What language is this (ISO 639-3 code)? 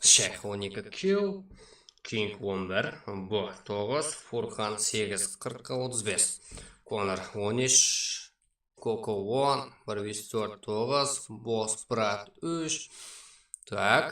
kaa